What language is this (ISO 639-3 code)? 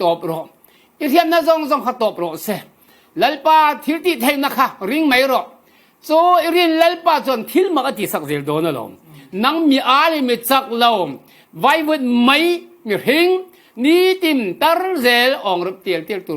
cfm